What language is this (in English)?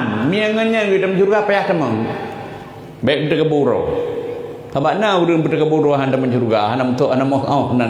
Achinese